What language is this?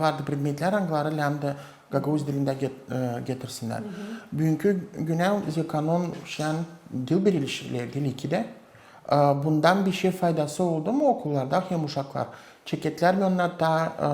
Gagauz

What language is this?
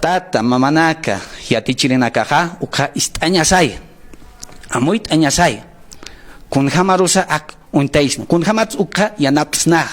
Aymara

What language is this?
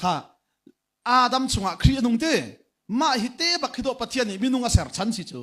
Hakha Chin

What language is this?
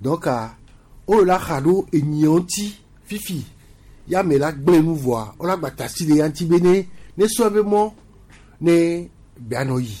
Gen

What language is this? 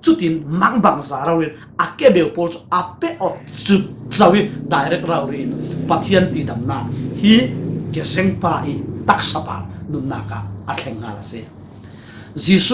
Falam Chin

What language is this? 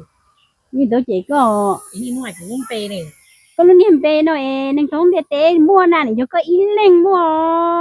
Hmong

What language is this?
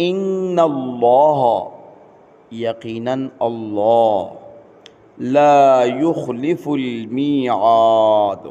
Pashto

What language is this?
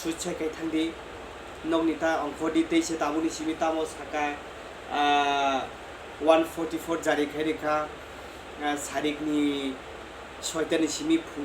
Kok Borok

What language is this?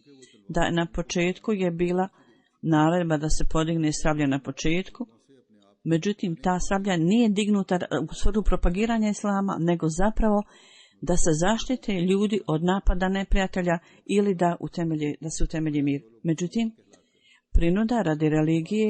Bosnian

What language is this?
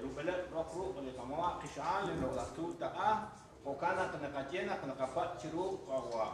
Kekchí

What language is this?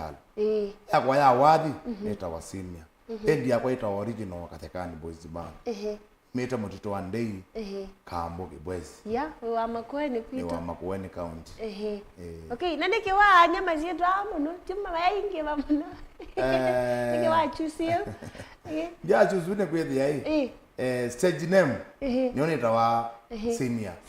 Kamba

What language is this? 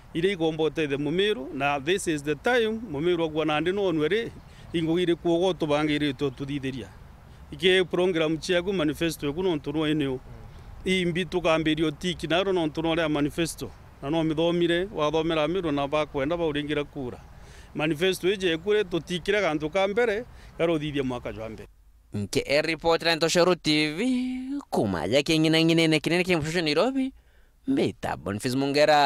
Meru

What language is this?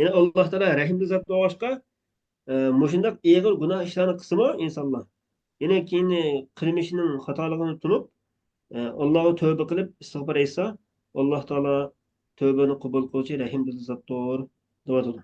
Uyghur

